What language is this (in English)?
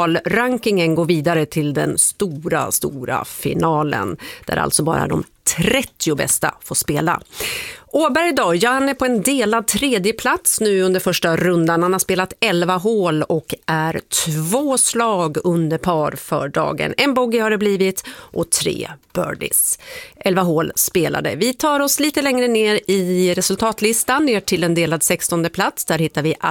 Swedish